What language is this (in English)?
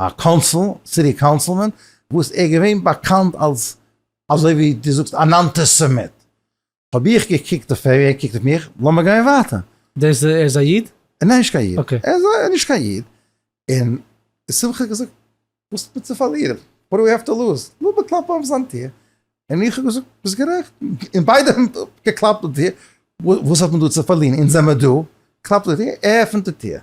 Yiddish